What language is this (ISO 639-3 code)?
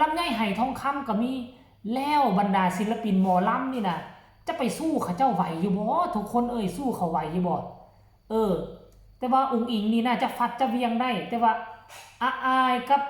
tts